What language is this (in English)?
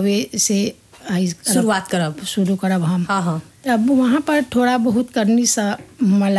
Bhojpuri